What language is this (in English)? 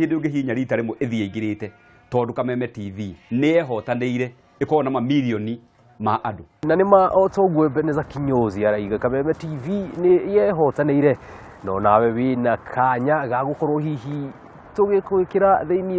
Kikuyu